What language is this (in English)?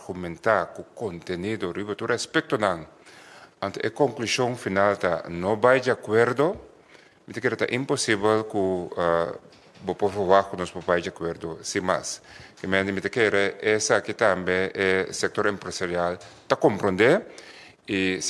Papiamento